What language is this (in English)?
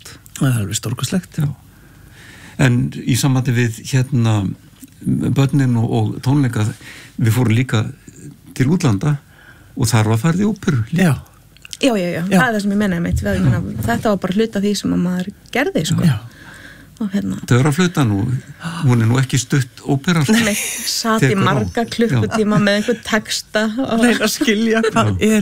Icelandic